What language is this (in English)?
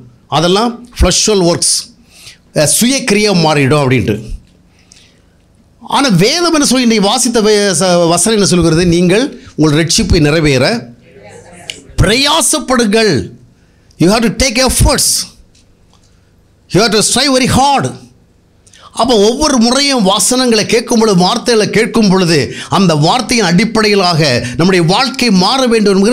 Tamil